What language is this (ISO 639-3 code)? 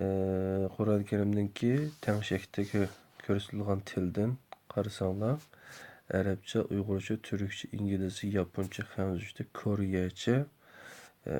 uig